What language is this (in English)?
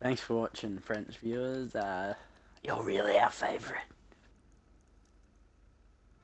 English